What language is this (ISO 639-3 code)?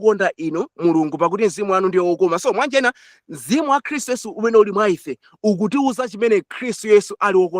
nya